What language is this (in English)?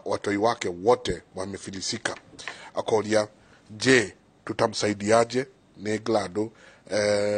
Kikuyu